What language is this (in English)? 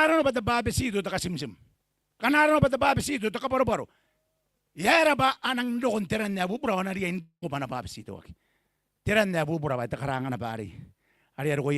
Gilbertese